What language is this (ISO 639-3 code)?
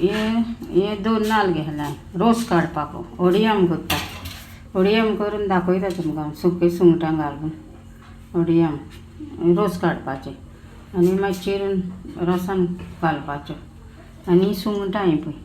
kok